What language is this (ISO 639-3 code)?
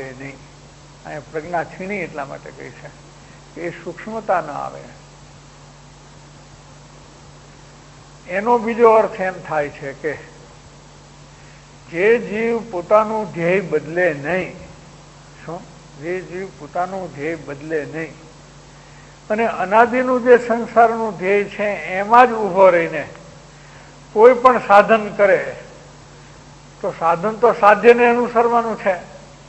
guj